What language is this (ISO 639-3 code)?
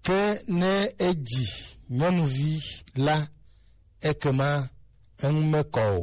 gej